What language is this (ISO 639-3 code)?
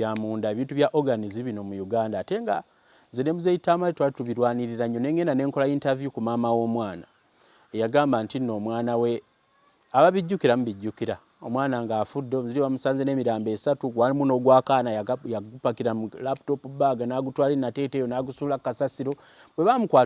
lug